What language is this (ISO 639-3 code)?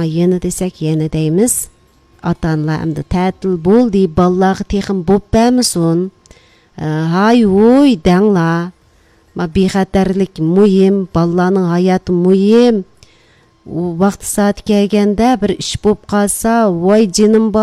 uig